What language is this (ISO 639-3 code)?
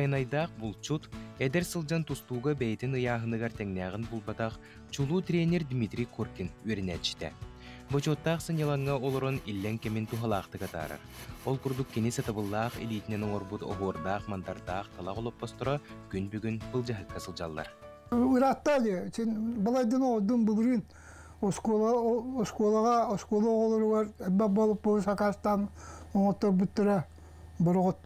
sah